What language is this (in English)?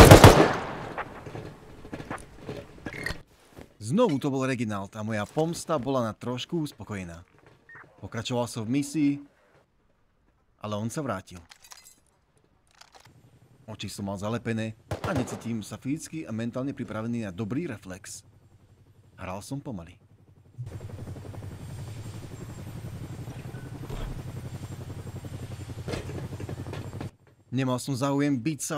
Slovak